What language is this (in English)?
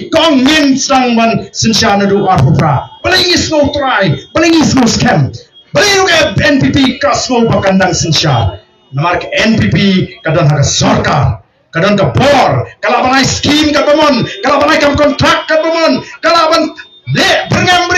Khasi